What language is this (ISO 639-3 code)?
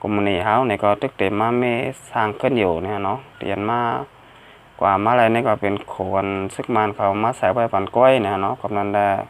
shn